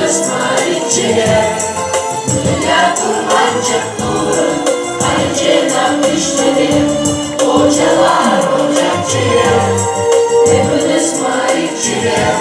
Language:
Crimean Tatar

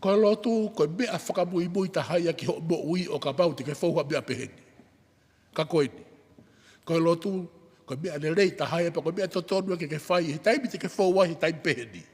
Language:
Tongan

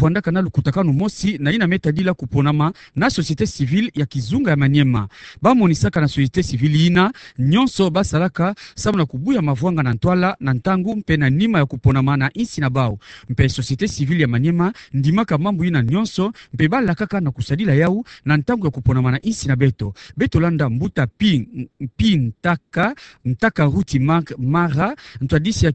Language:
Kituba (Democratic Republic of Congo)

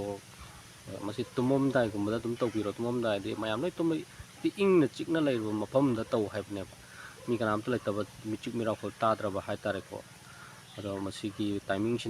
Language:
Manipuri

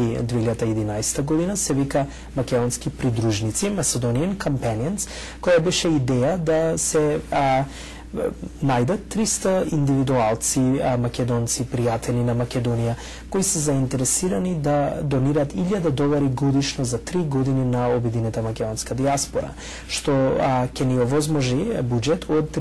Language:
Macedonian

